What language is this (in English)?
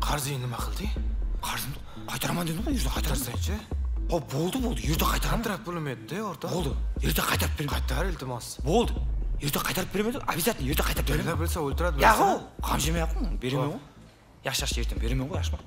Kara-Kalpak